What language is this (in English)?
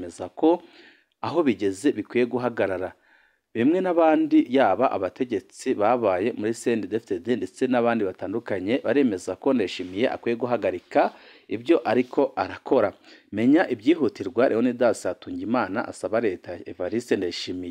Rundi